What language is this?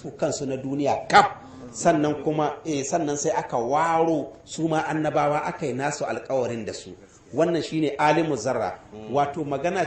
Hausa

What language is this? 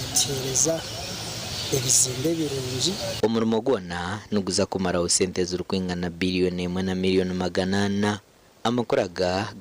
Nyankole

